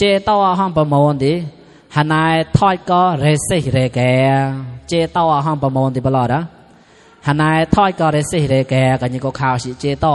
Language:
Mon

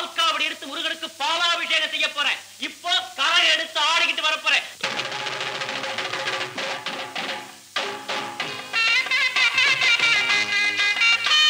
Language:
Tamil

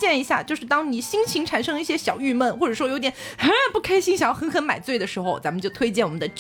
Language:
Chinese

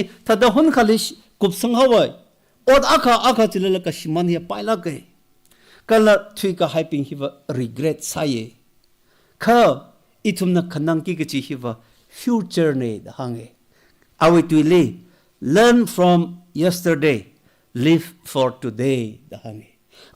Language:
Tangkhul Naga (India)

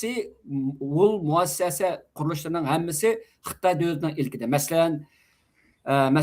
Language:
Uyghur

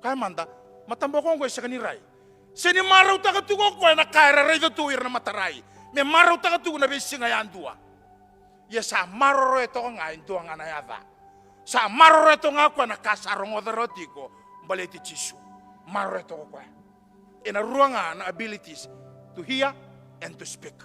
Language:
Fijian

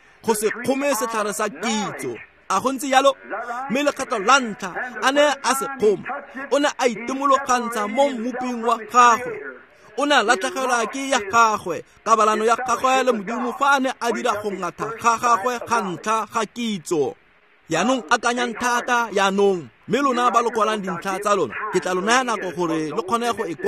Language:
Tswana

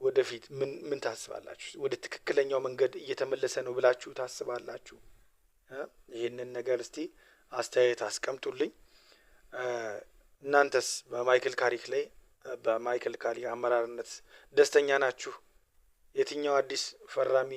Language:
Amharic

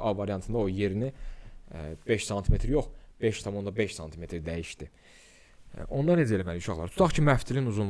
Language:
Azerbaijani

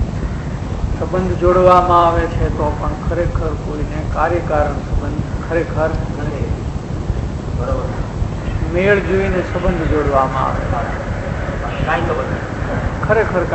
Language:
Gujarati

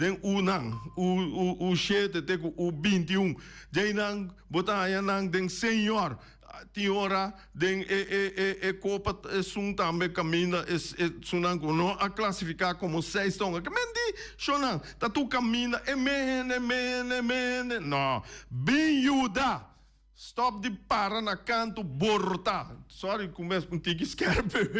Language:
Papiamento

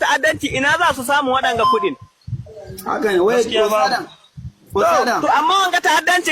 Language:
Hausa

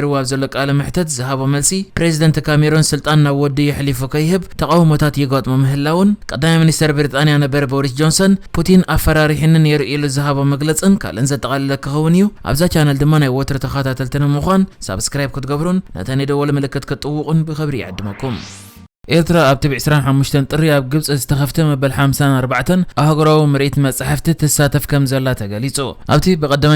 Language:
Tigrinya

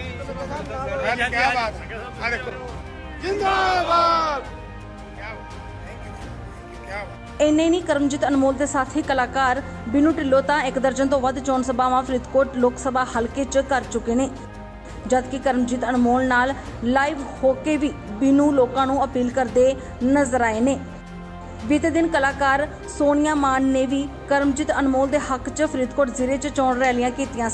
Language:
Punjabi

